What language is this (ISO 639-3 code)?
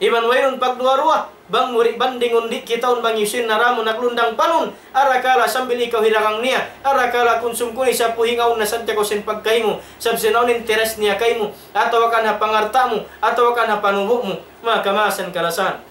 tsg